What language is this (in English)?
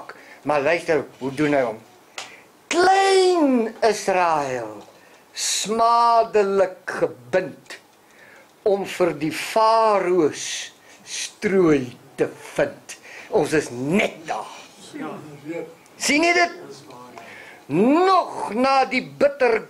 Afrikaans